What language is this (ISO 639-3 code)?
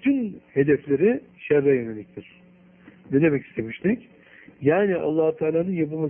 tur